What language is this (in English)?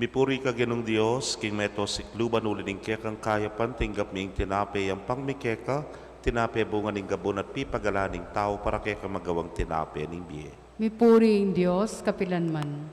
Pampanga